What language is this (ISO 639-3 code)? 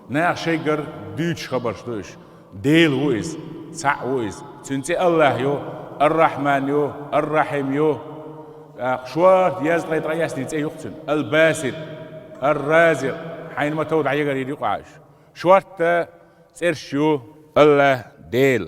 che